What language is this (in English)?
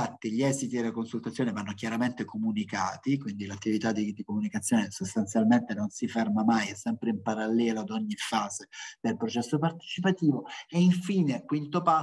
Italian